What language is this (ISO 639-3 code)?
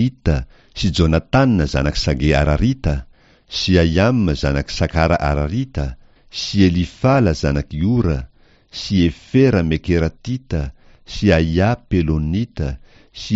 mlg